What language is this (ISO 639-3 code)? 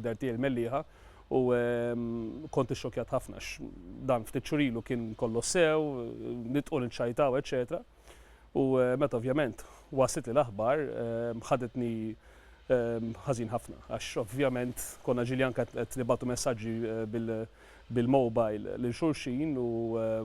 mlt